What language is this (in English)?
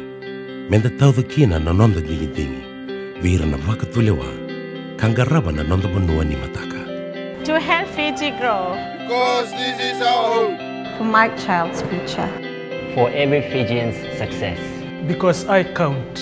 Fijian